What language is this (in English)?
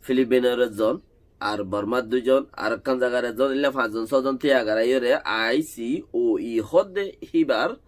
Rohingya